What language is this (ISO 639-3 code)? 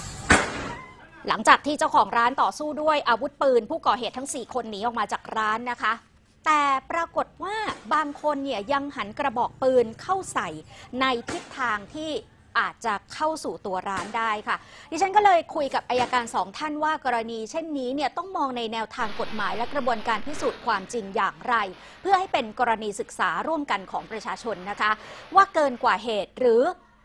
tha